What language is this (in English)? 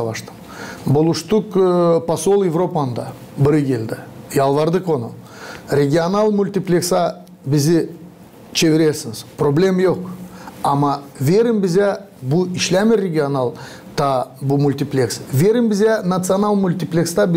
Gagauz